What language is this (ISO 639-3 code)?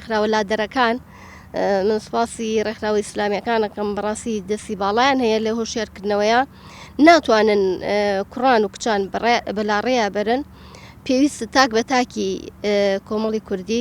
ckb